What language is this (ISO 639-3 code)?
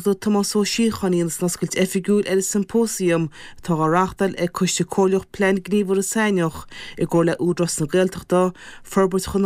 gle